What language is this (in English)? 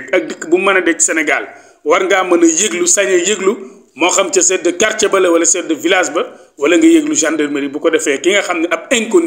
Wolof